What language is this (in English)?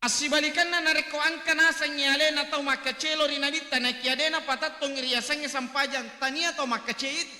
Buginese